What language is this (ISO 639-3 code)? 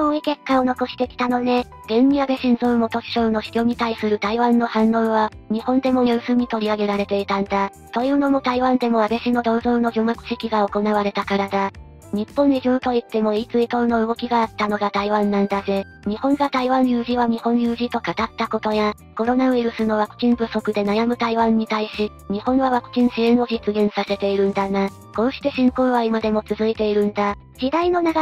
jpn